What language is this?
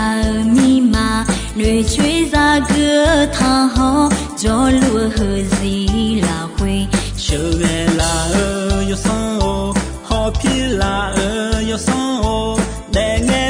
Akha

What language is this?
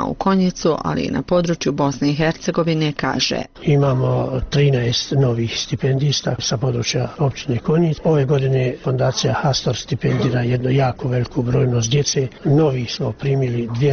Bosnian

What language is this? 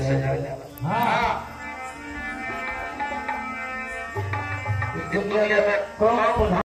Bhojpuri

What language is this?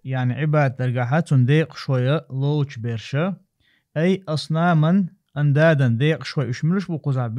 Chechen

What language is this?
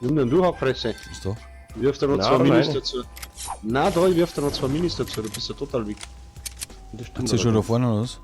Bavarian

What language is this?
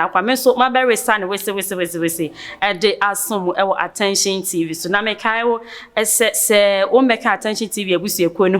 Akan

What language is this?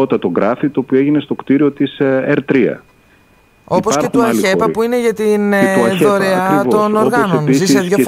Greek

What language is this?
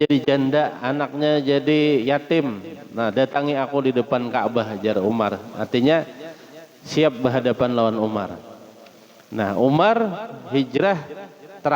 Banjar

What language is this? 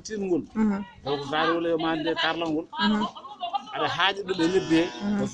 Fula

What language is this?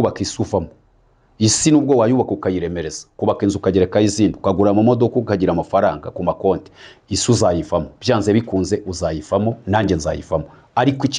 Kinyarwanda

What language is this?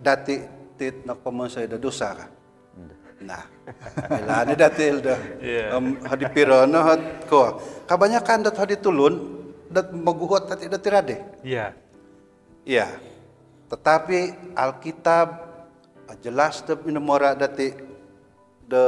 Central Dusun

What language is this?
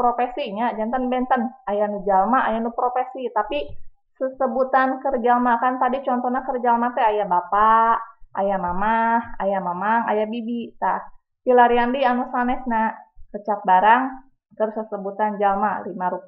Sundanese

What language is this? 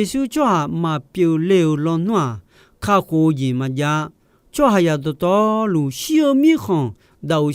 Akha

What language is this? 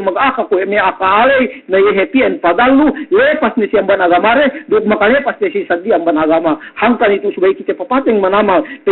Yakan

